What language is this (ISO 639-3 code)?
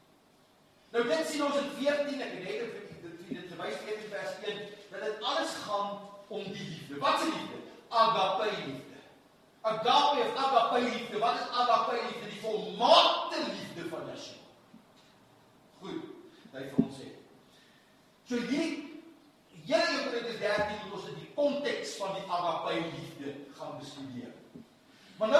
afr